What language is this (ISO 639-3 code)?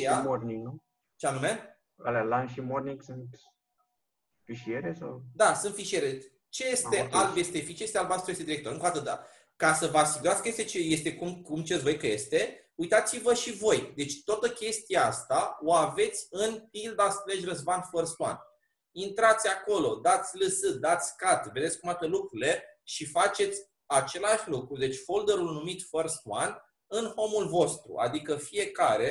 ron